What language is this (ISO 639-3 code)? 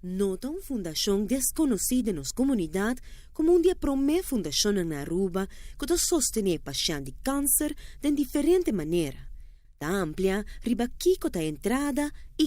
pap